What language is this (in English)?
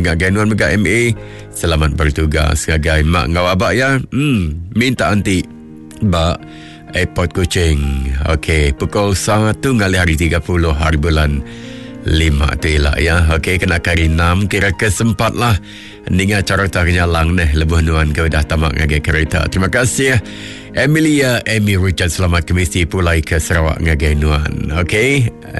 Iban